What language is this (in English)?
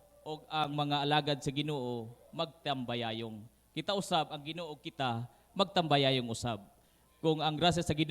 Cebuano